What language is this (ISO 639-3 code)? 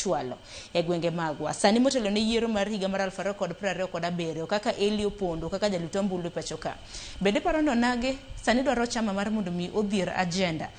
luo